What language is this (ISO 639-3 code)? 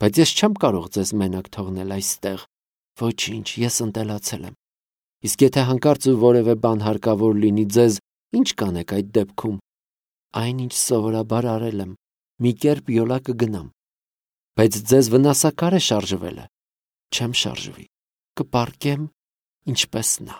hye